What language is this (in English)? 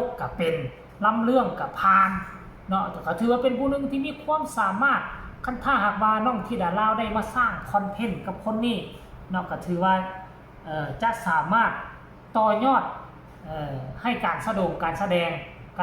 Northeastern Thai